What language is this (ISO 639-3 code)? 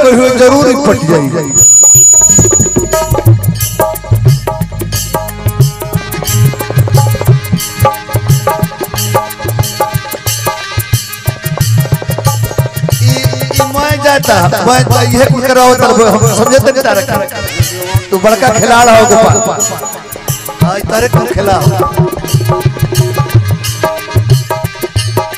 bho